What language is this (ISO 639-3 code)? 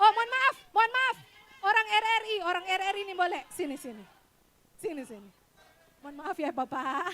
xmm